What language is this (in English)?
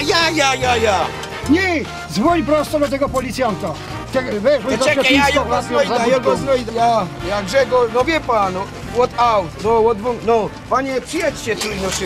Silesian